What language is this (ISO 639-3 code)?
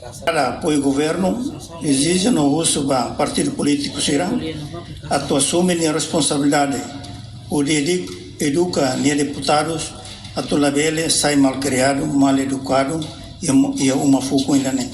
tet